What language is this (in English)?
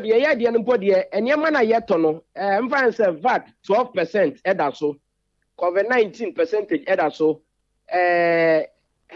Akan